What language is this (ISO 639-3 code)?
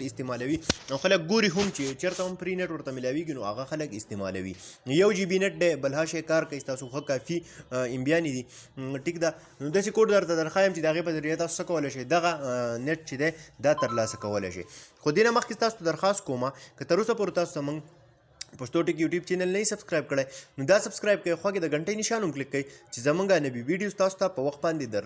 pus